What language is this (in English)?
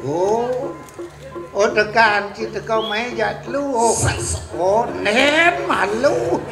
Balinese